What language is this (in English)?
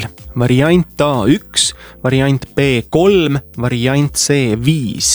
Estonian